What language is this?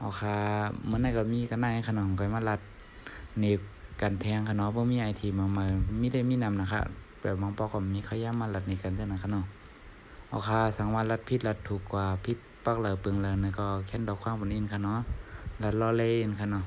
Shan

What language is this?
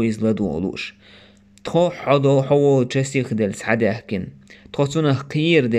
Chechen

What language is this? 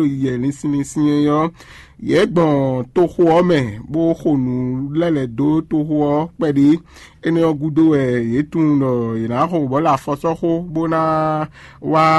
Fon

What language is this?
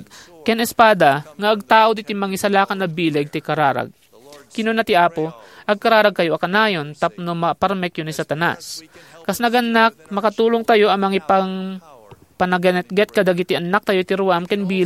Iloko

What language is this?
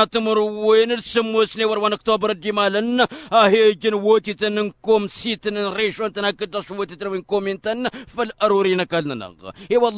Tamasheq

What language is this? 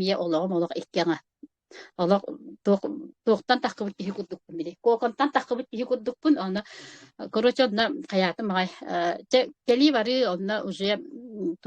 Yakut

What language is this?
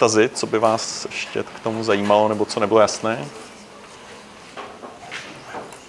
Czech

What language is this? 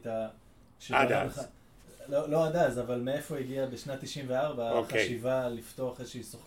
Hebrew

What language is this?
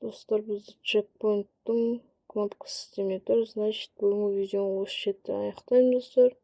Kazakh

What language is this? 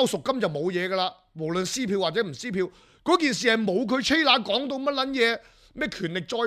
Cantonese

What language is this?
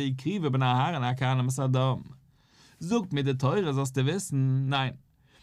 Yiddish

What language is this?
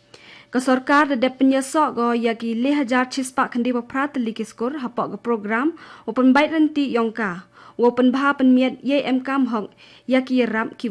Khasi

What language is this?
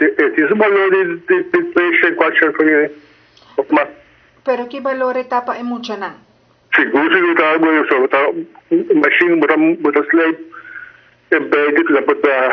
Papiamento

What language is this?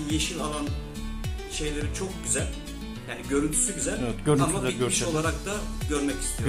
Turkish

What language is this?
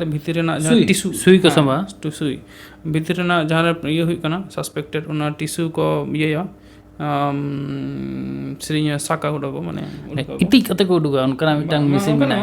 Santali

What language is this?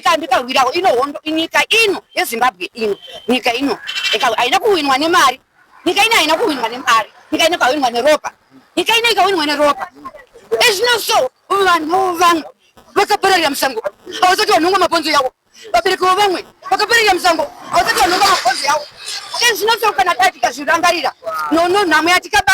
Shona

